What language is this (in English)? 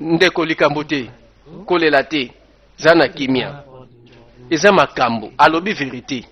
Lingala